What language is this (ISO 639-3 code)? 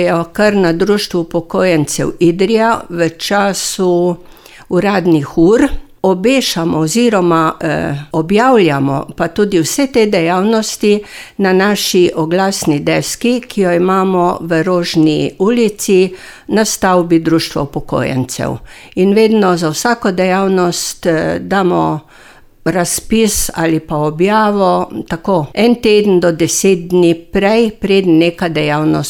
slv